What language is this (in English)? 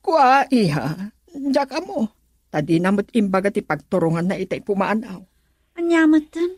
Iloko